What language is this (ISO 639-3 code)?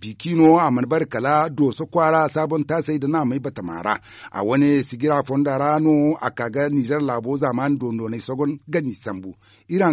dje